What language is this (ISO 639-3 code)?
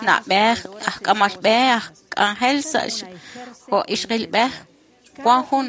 kek